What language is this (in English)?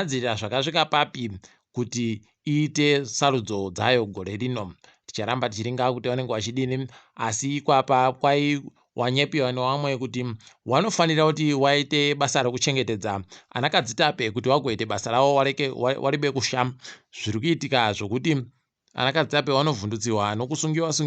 Ndau